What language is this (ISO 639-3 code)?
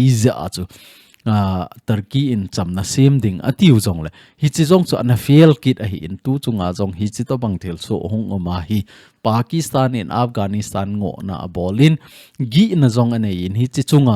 tcz